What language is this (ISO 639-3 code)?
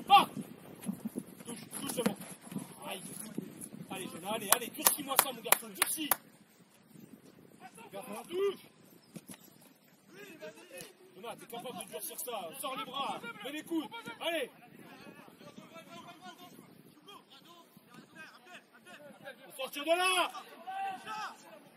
fra